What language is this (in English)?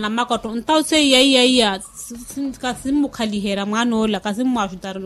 Makhuwa